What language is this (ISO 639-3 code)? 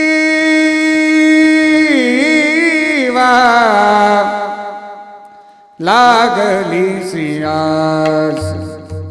mar